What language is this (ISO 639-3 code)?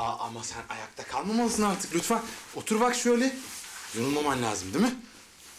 tur